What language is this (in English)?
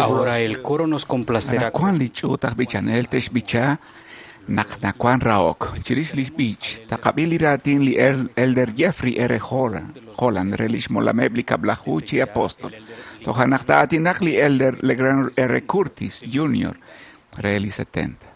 Kekchí